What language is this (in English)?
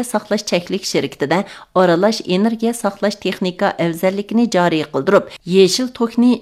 Uyghur